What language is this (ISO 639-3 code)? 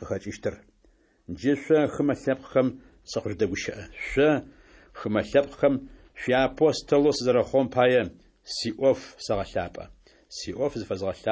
ady